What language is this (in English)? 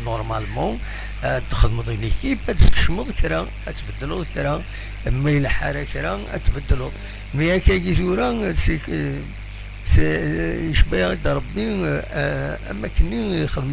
Kabyle